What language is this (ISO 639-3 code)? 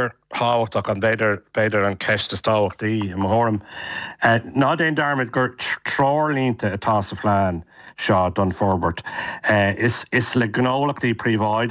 gle